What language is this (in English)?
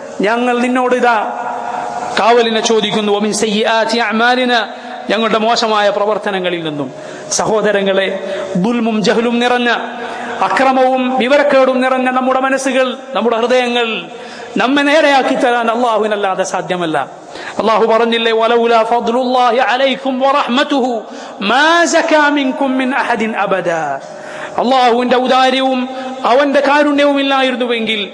Malayalam